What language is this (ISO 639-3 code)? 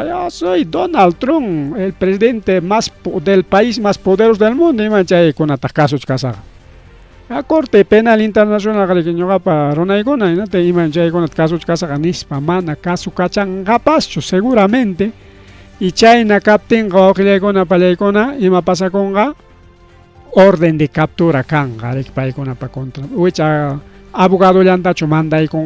quy